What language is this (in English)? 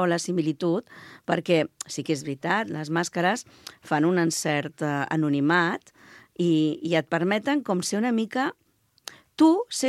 Catalan